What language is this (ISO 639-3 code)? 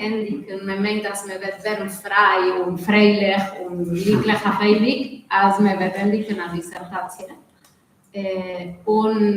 yid